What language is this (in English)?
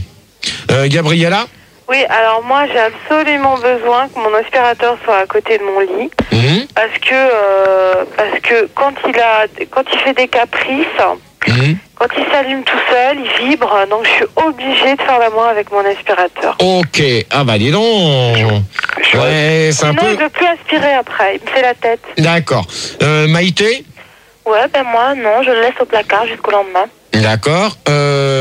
French